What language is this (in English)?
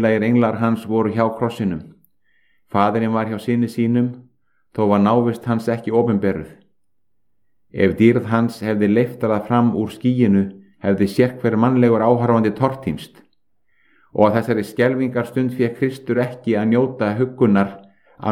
Icelandic